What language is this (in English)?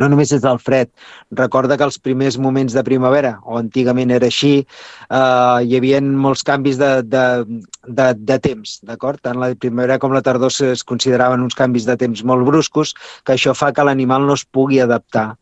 Catalan